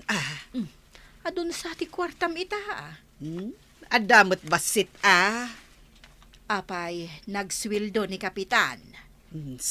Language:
Iloko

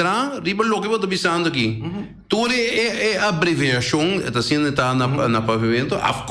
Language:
Papiamento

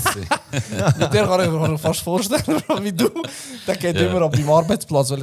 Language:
Swiss German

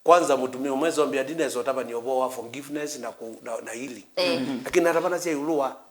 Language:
Kamba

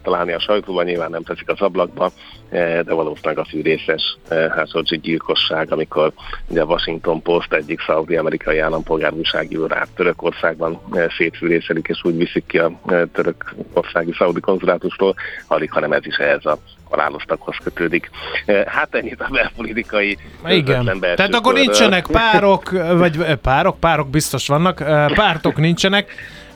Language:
Hungarian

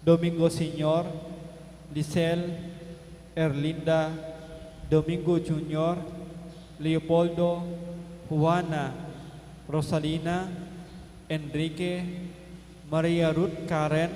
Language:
Pampanga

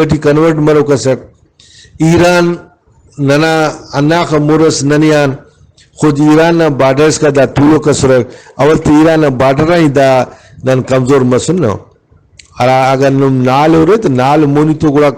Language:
Brahui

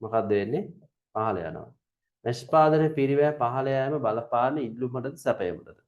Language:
Sinhala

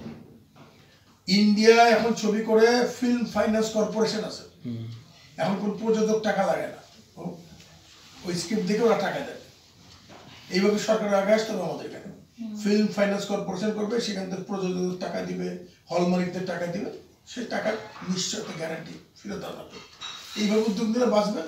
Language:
Bangla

